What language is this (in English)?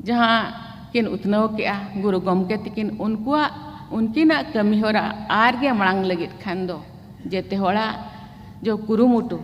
Santali